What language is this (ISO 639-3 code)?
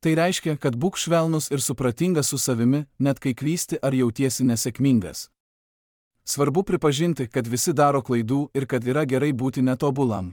lit